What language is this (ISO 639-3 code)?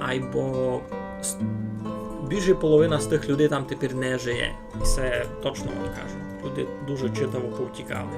rue